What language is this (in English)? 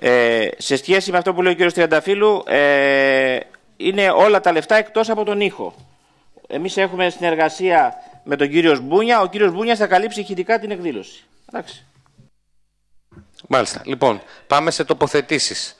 Greek